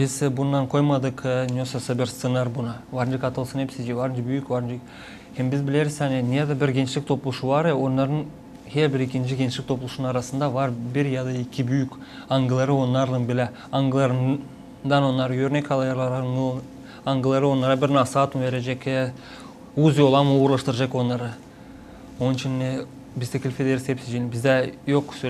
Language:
Gagauz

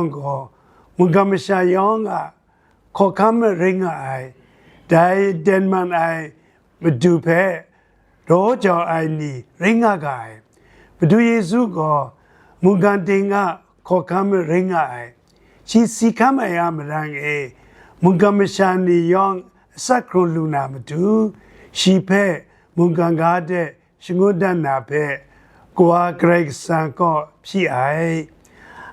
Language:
Kachin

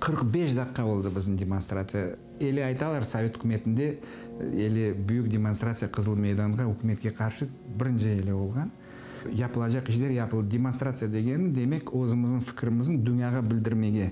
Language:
Crimean Tatar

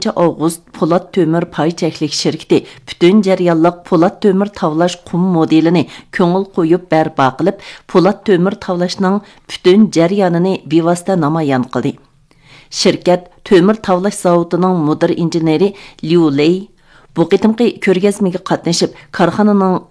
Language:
Uyghur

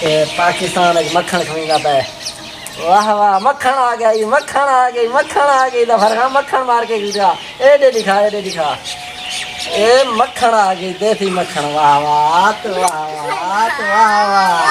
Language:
Saraiki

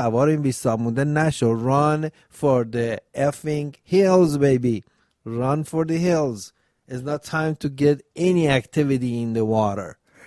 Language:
Persian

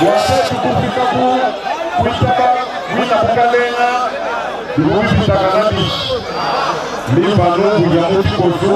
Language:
Luba-Lulua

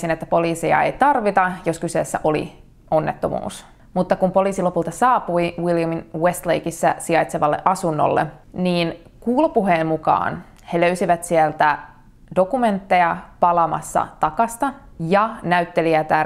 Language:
Finnish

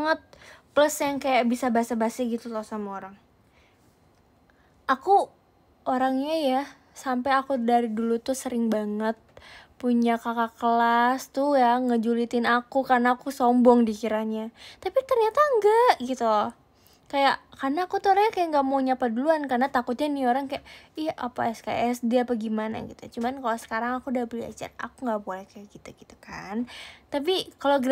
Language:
Indonesian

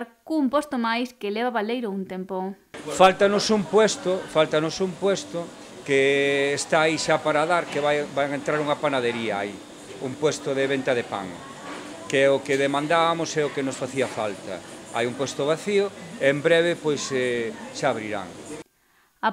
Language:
Galician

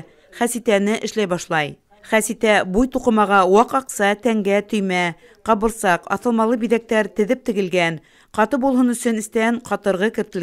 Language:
Bashkir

